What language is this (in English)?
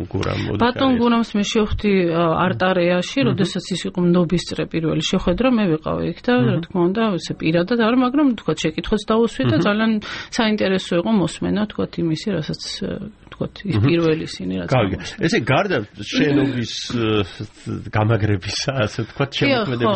Georgian